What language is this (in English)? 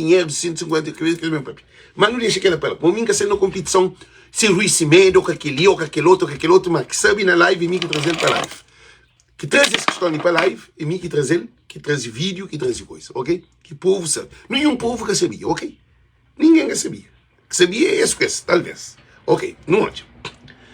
Kabuverdianu